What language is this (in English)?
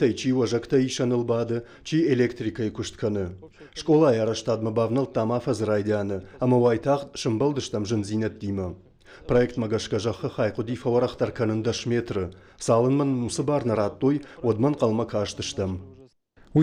Ossetic